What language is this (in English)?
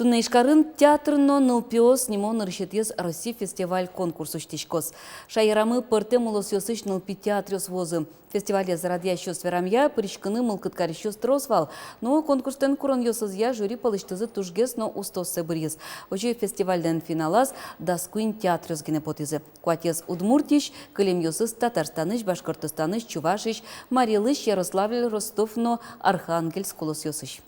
Udmurt